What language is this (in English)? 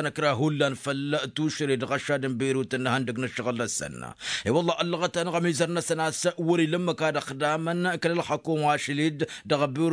Tamasheq